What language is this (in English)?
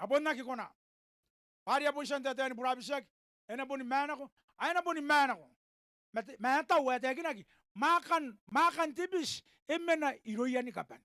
Gilbertese